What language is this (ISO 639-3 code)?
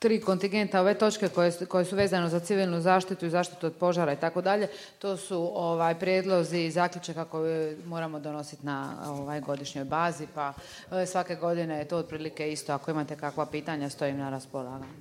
hrv